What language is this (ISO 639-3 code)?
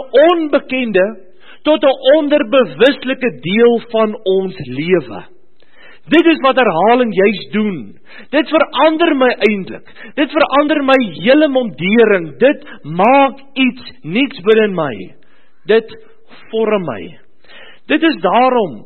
afr